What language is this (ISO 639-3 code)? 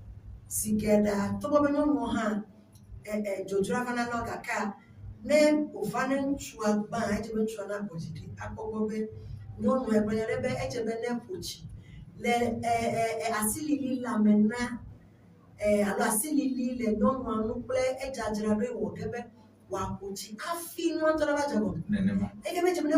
ewe